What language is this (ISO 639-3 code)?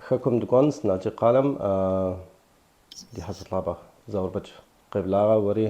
kbd